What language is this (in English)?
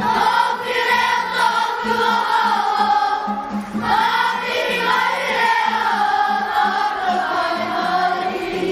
Māori